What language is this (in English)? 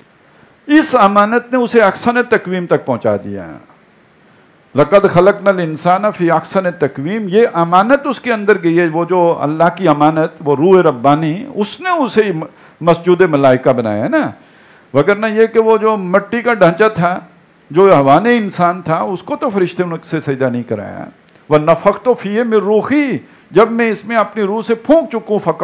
Urdu